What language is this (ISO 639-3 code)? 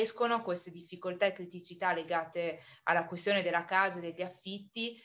ita